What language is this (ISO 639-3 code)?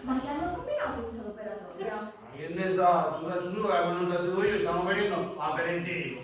scn